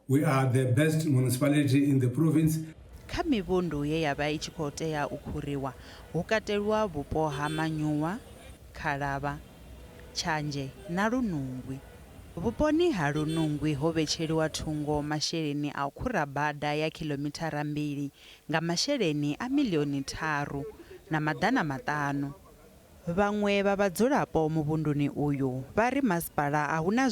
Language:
Venda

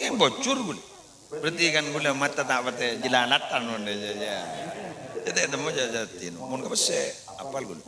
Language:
Madurese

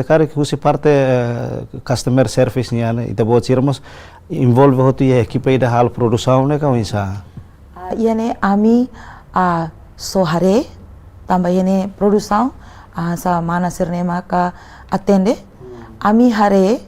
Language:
Tetum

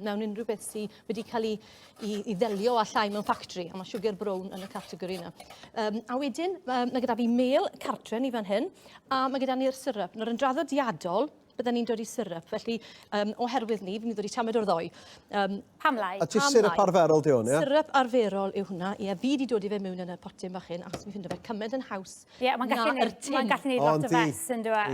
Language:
Welsh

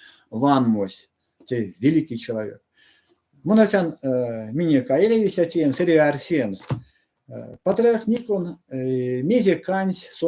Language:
Erzya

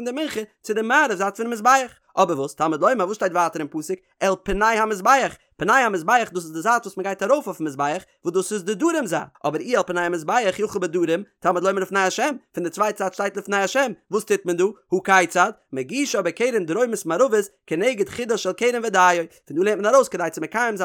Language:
Yiddish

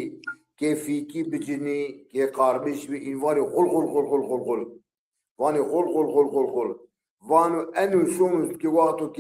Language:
Zaza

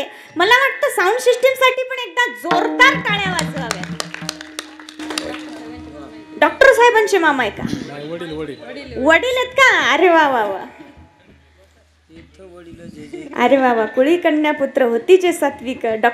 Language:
Marathi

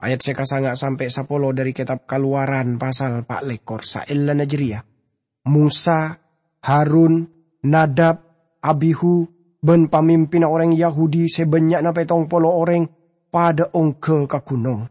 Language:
Madurese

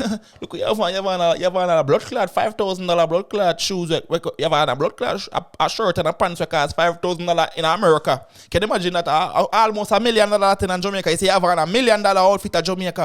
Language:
Jamaican Creole English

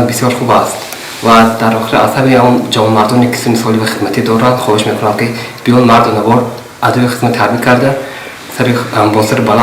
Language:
Tajik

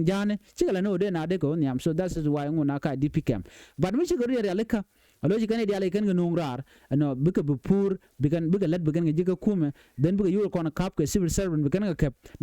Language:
Nuer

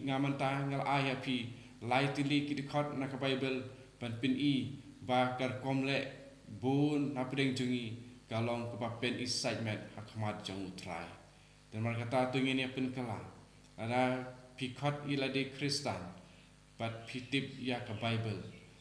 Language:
Khasi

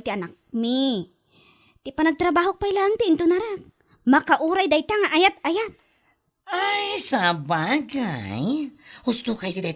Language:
Iloko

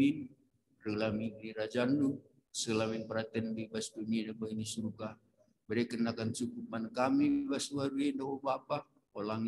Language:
Batak Karo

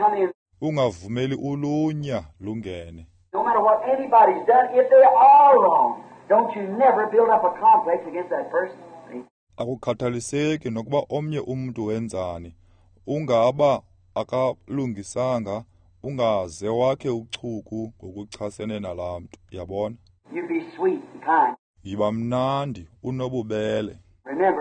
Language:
Xhosa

